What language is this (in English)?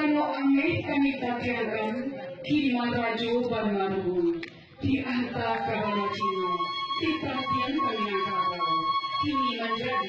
Minangkabau